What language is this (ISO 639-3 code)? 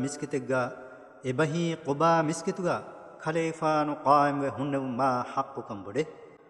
div